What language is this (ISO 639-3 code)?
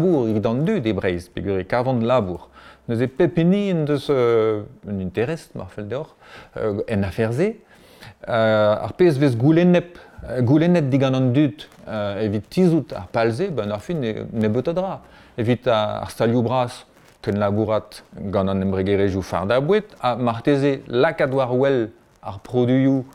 bre